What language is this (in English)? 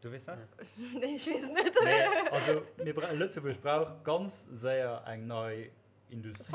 Luxembourgish